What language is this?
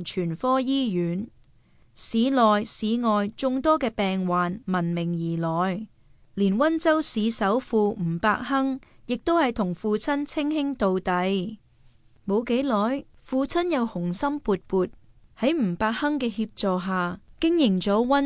Cantonese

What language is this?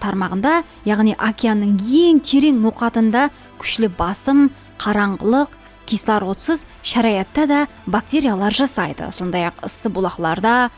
Kara-Kalpak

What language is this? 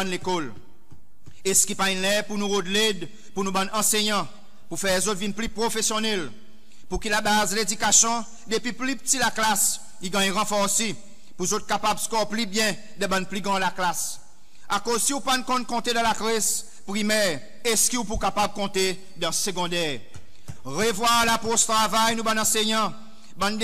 Seselwa Creole French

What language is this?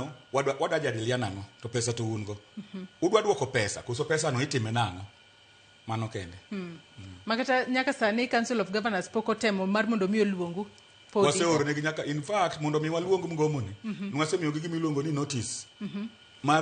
Luo (Kenya and Tanzania)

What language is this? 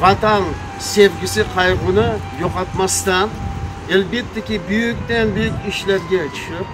Crimean Tatar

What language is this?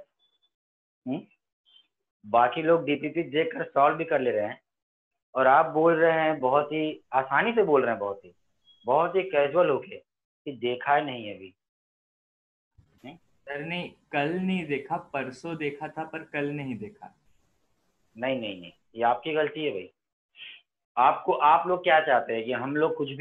Hindi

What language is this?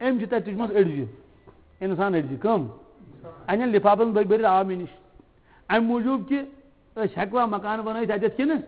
Kashmiri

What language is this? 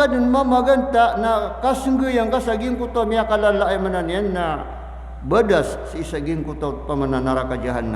Maranao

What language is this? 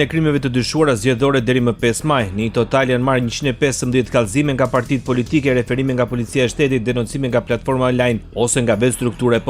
Albanian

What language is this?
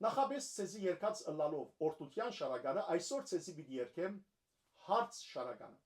Western Armenian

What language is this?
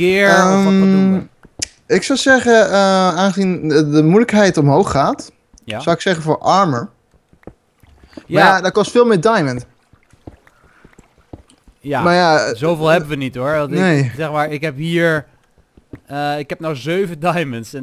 Dutch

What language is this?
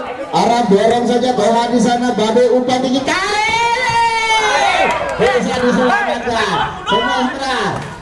Indonesian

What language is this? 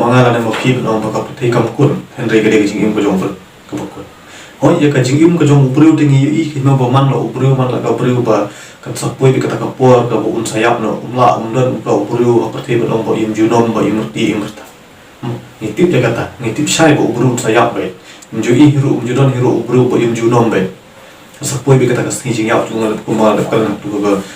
Khasi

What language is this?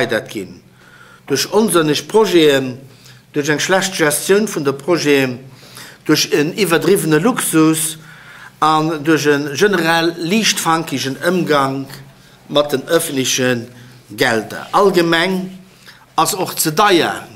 Luxembourgish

